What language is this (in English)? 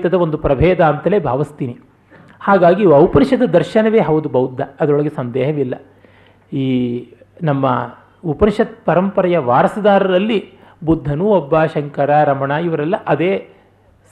Kannada